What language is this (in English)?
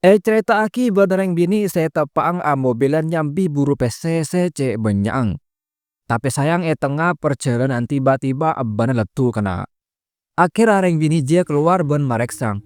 Madurese